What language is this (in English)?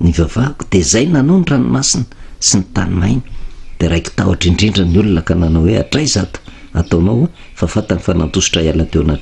Malagasy